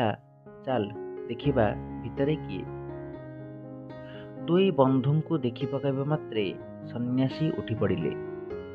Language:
Odia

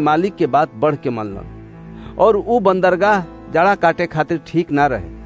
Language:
Bhojpuri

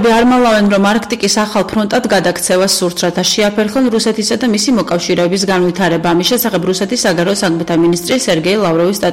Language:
Georgian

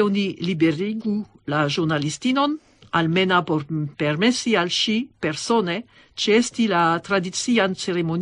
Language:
Esperanto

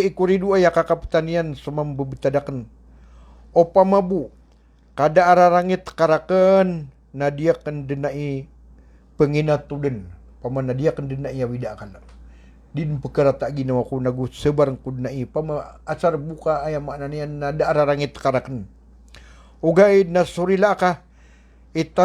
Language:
Maranao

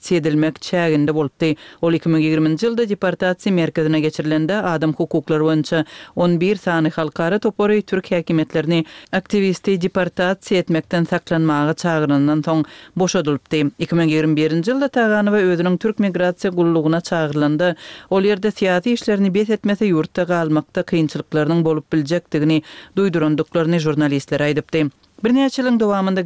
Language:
Turkmen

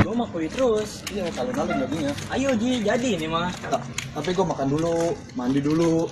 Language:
Betawi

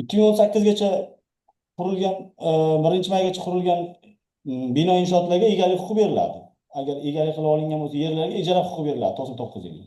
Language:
Uzbek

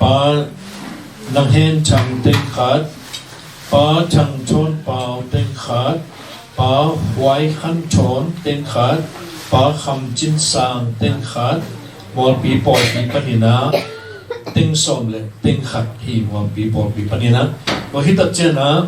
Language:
Tedim Chin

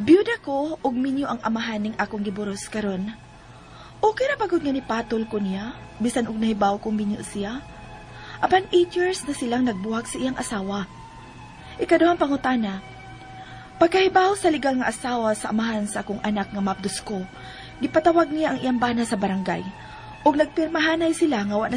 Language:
Cebuano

